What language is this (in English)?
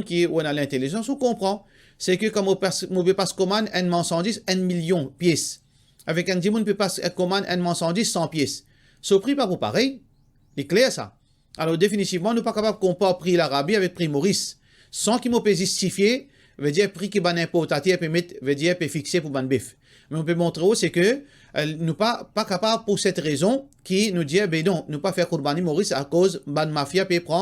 Morisyen